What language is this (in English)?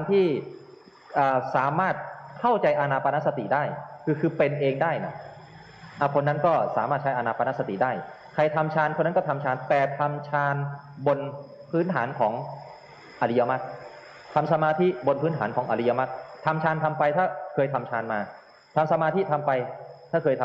Thai